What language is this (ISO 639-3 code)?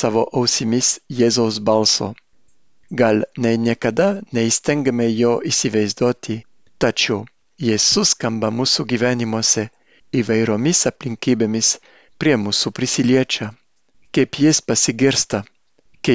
lit